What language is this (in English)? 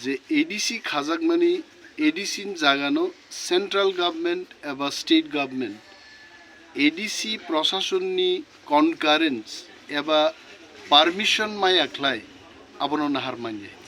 Kok Borok